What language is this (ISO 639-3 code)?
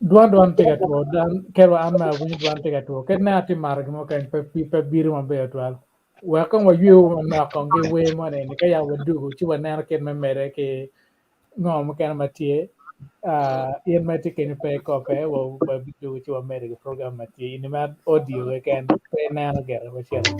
ach